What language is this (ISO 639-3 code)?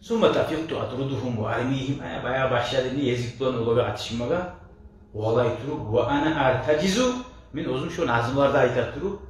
kum